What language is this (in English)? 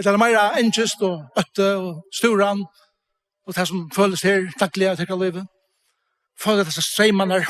Faroese